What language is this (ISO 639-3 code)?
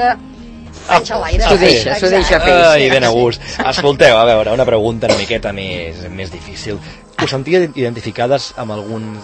cat